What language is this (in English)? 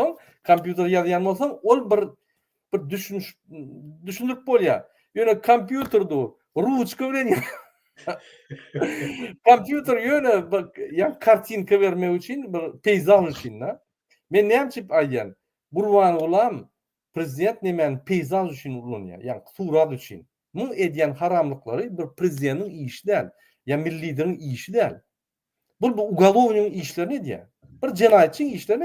Turkmen